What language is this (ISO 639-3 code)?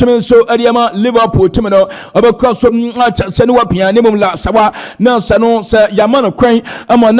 aka